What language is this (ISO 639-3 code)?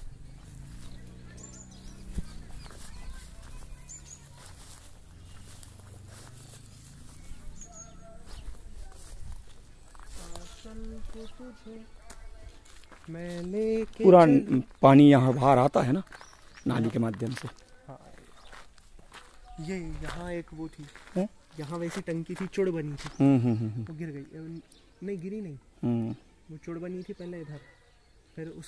hin